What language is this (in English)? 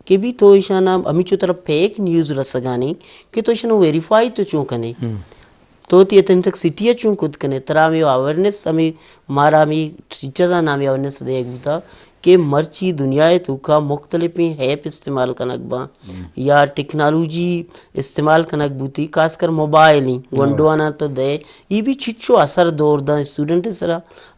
Eastern Balochi